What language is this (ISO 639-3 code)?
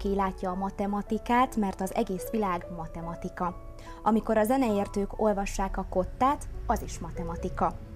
hun